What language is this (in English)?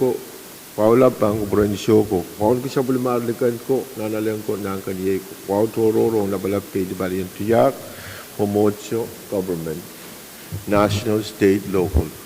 Pohnpeian